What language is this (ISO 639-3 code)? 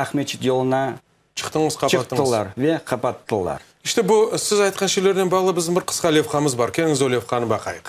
crh